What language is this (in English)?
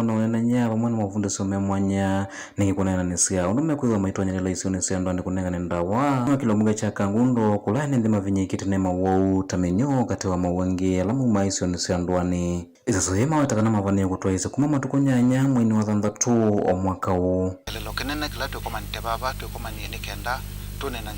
Kamba